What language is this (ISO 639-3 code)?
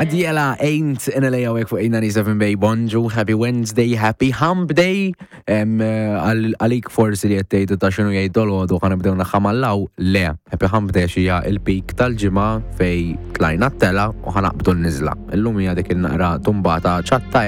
mlt